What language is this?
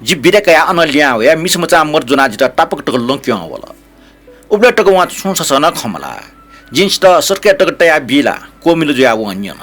Newari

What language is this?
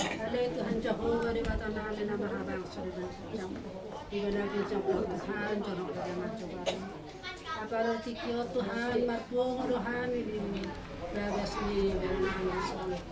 Batak Toba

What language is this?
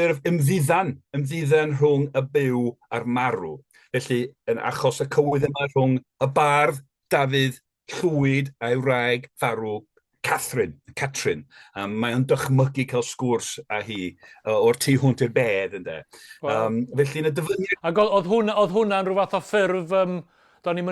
Welsh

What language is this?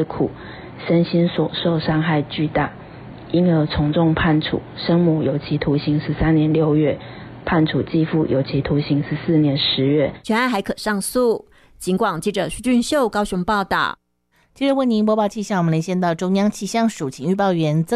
Chinese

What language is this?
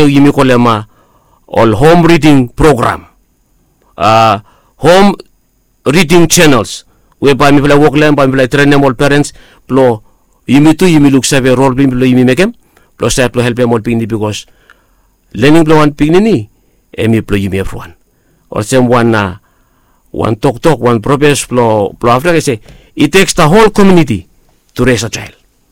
Bislama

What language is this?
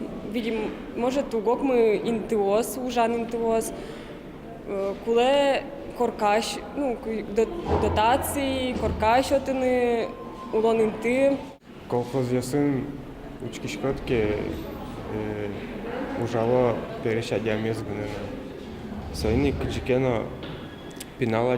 Udmurt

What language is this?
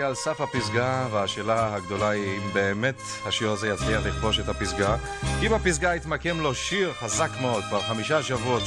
Hebrew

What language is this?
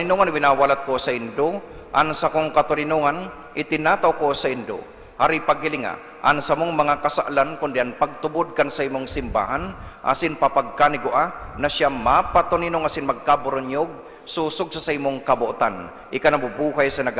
Bikol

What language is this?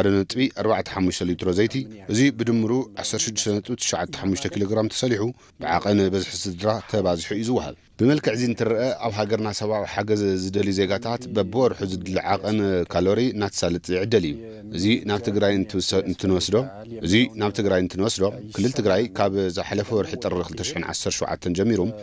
Tigrinya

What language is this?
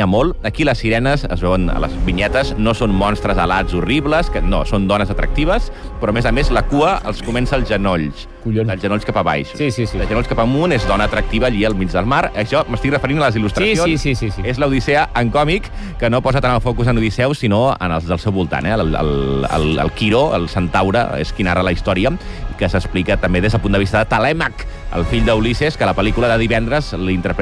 Catalan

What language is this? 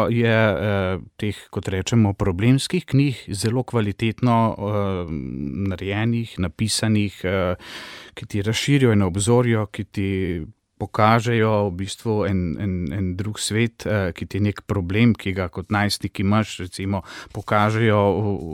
Slovenian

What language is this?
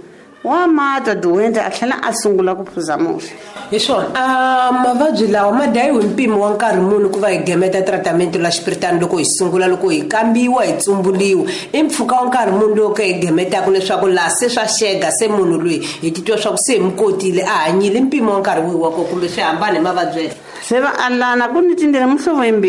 Tsonga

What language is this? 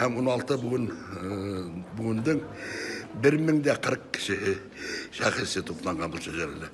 Bashkir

